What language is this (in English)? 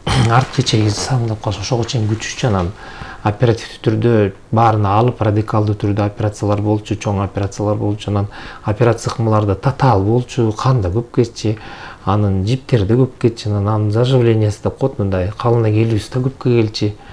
Kyrgyz